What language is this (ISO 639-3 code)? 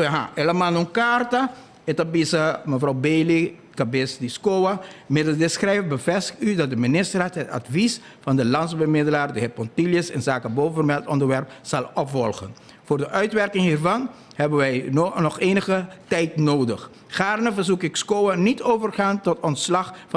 pap